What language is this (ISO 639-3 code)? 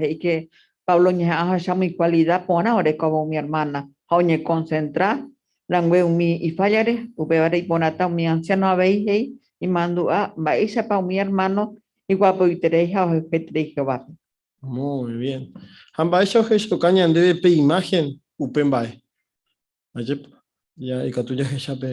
grn